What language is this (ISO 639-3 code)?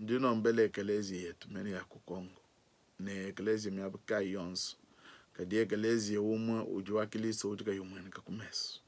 lua